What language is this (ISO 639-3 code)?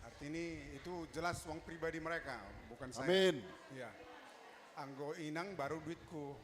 bts